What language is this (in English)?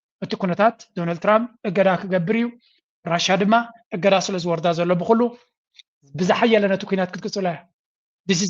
Tigrinya